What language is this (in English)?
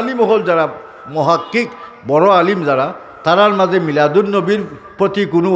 Sylheti